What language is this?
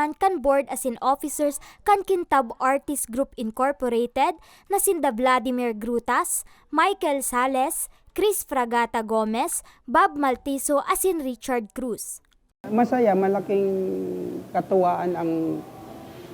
Bikol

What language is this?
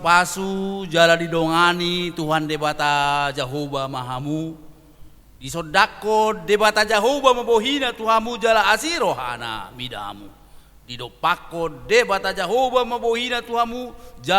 Batak Toba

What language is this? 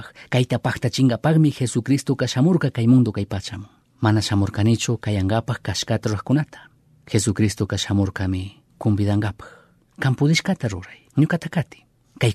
Chimborazo Highland Quichua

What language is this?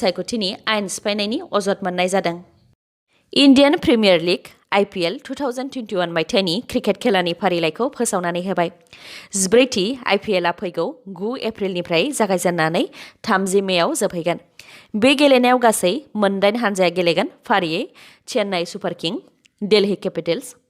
Bodo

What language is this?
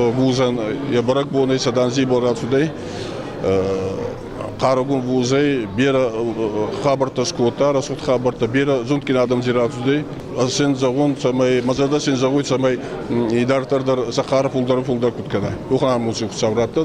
Ossetic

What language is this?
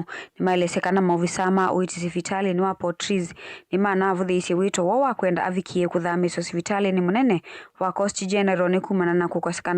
Kamba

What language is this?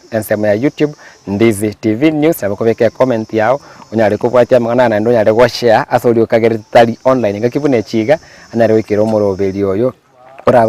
Gusii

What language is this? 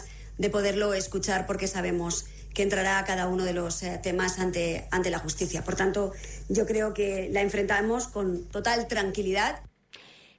Catalan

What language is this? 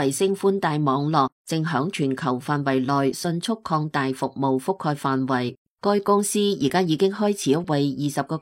Cantonese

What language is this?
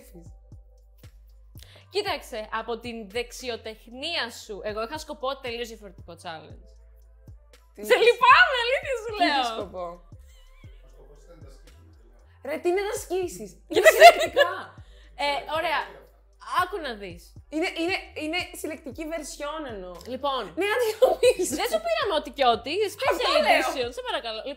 Greek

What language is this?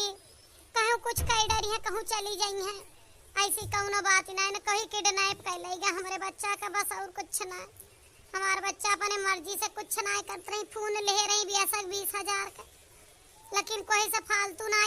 Awadhi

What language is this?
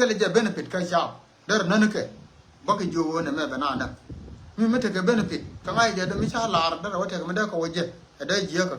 Nuer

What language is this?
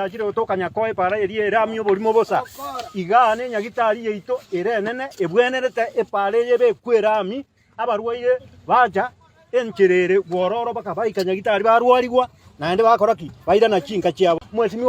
Gusii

